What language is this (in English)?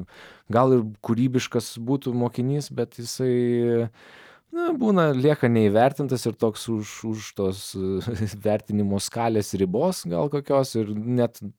Lithuanian